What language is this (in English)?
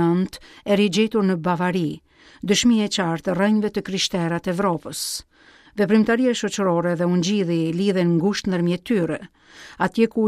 Albanian